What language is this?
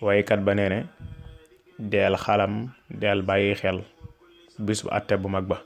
Wolof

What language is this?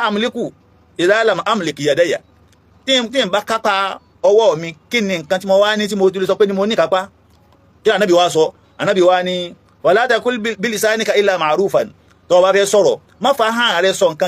Yoruba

